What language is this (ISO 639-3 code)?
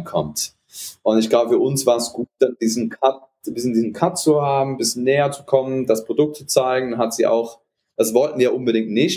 deu